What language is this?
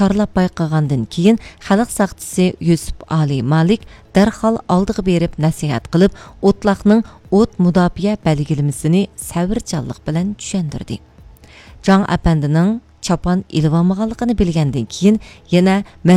Uyghur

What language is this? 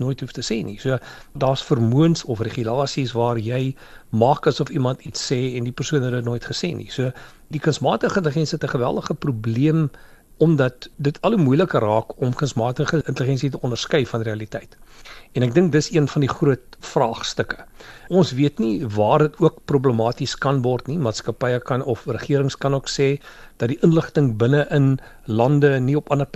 Afrikaans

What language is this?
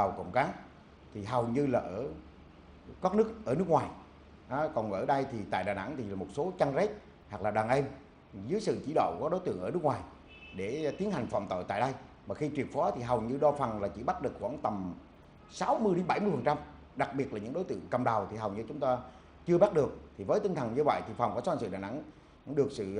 Vietnamese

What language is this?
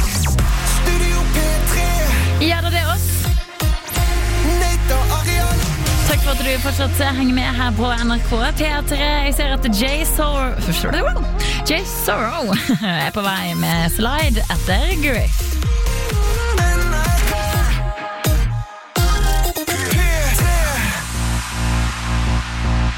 Norwegian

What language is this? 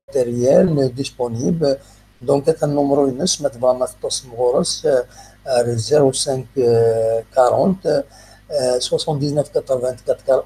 Kabyle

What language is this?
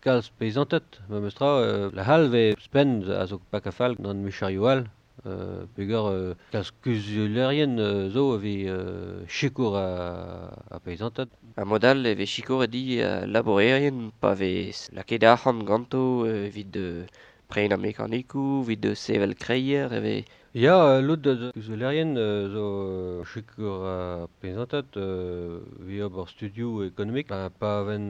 Breton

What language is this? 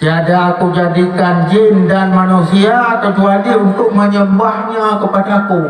Achinese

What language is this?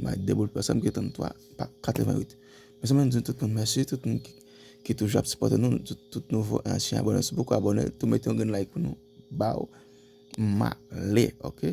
Haitian Creole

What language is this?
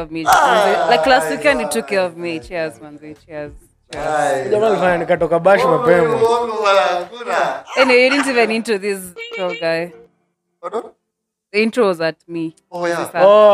Swahili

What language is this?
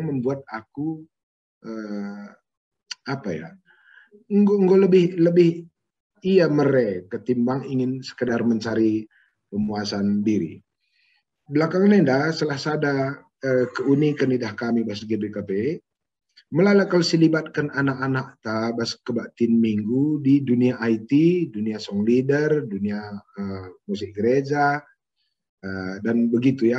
Batak Karo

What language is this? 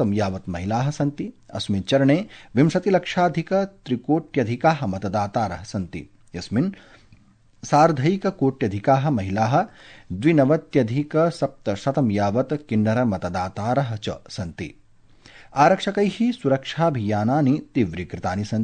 Sanskrit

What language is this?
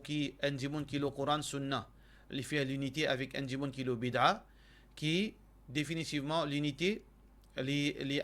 Morisyen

